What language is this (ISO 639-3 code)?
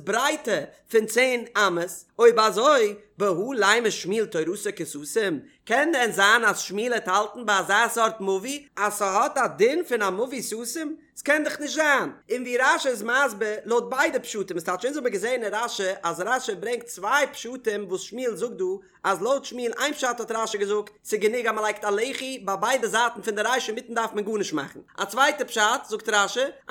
yid